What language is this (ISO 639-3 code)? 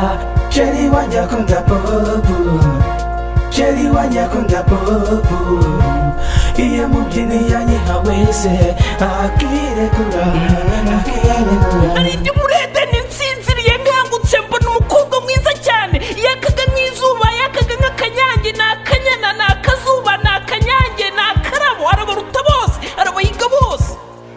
kin